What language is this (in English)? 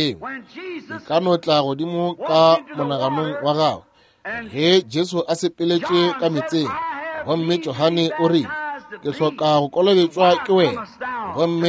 Northern Sotho